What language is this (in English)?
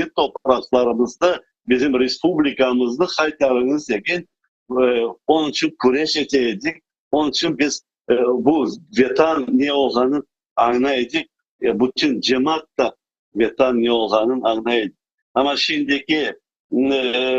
Crimean Tatar